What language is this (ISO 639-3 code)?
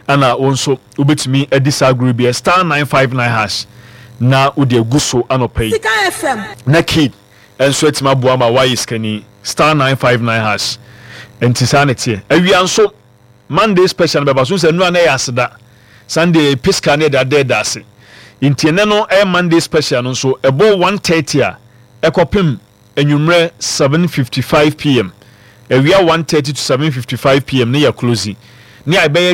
aka